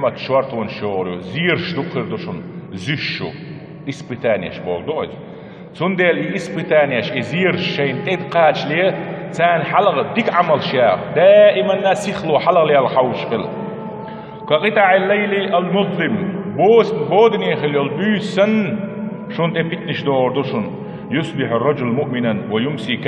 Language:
Chechen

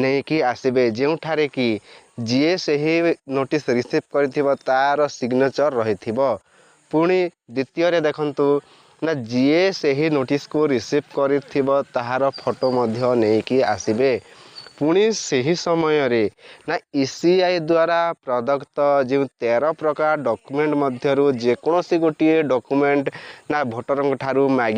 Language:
Odia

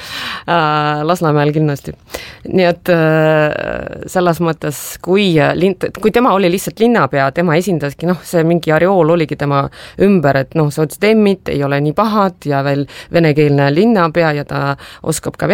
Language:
Estonian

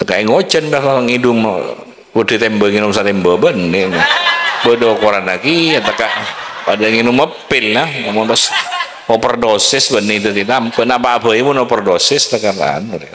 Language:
Madurese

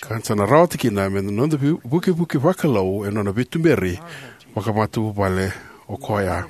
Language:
Fijian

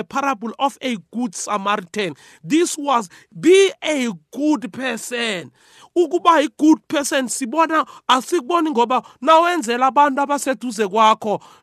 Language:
South Ndebele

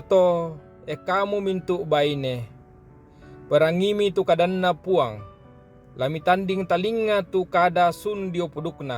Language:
Toraja-Sa'dan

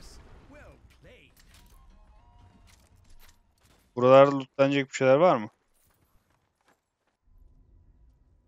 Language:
Turkish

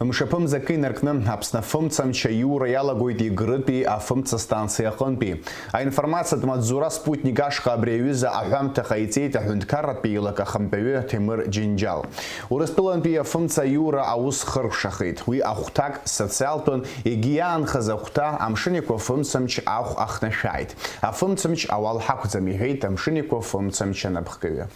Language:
Abkhazian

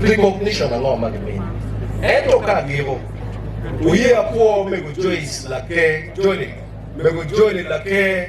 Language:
Acoli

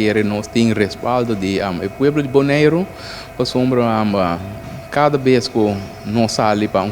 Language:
Papiamento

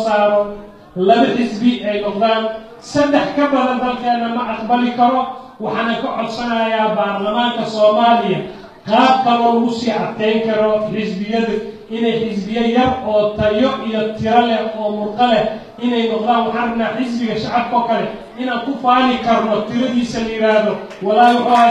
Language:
Somali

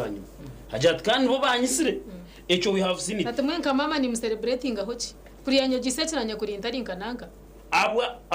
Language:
Nyankole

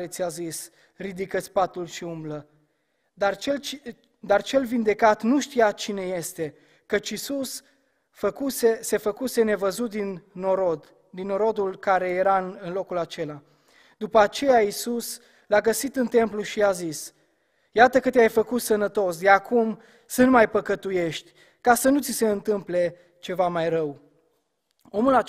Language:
Romanian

